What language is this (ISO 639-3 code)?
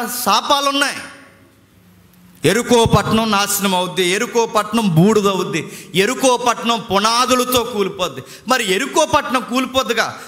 tel